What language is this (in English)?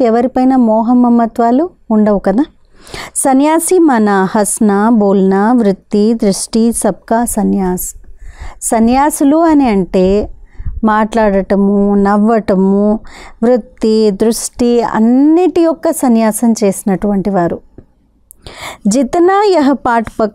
Telugu